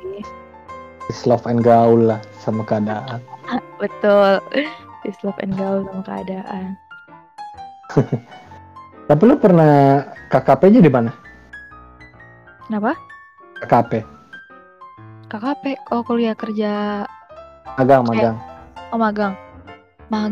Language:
Indonesian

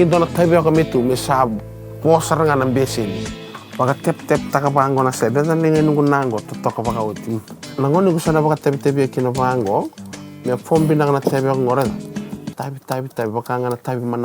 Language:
Fijian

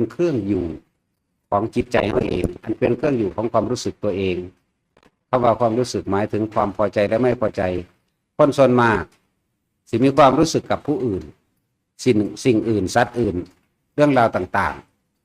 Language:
Northeastern Thai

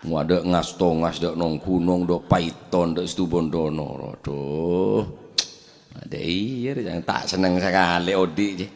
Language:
Madurese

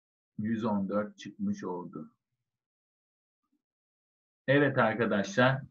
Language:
Turkish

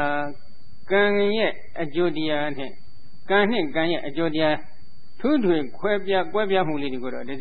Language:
Burmese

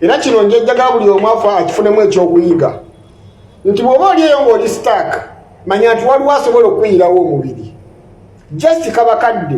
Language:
Ganda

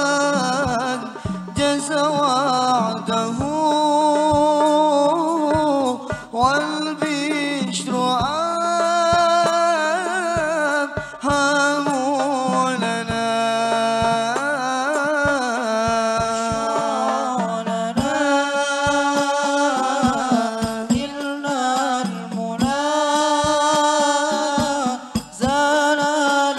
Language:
Arabic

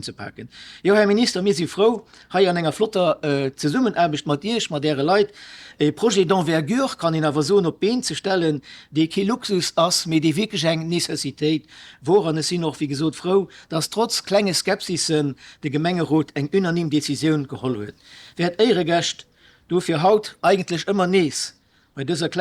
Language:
Luxembourgish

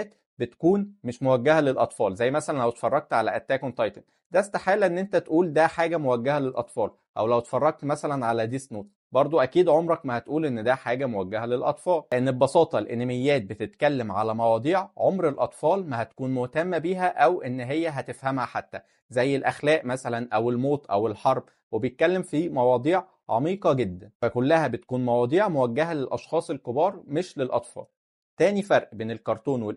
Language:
Egyptian Arabic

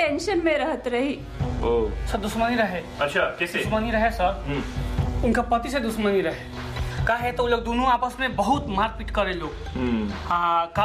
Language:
Bhojpuri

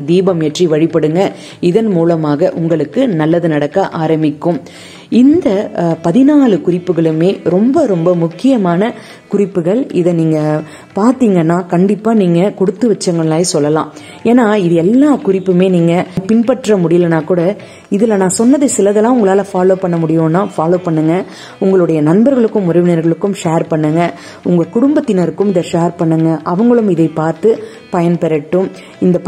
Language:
Tamil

